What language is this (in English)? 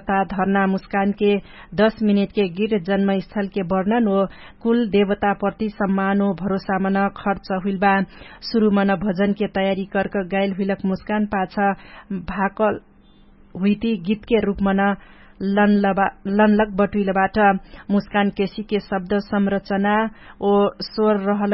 Dangaura Tharu